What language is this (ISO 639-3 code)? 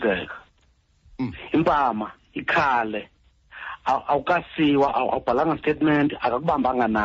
xho